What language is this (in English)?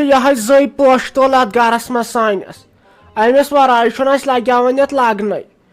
Kashmiri